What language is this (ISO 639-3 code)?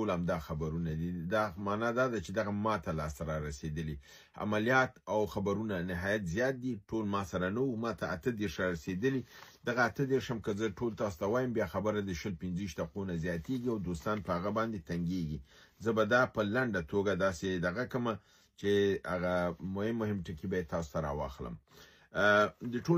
pus